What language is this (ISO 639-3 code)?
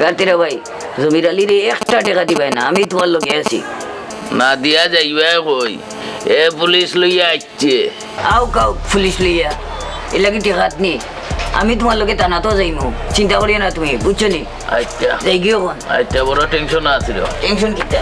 syl